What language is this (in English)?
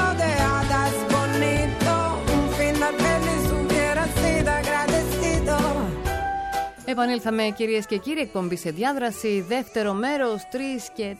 Greek